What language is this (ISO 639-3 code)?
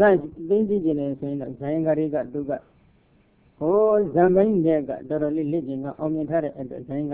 mya